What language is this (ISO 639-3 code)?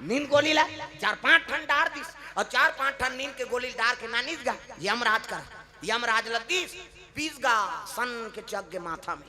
hne